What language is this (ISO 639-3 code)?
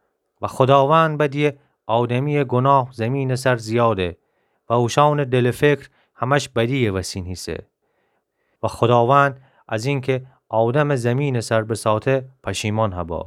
glk